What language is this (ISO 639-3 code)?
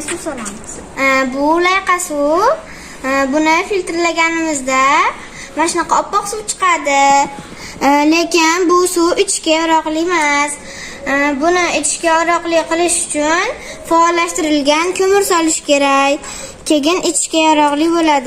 uzb